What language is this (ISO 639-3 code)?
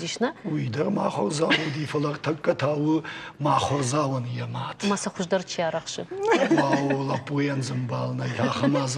oss